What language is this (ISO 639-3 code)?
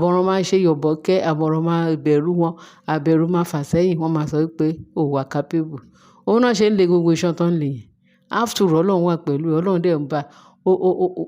yor